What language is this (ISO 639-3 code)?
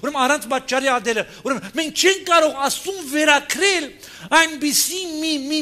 hye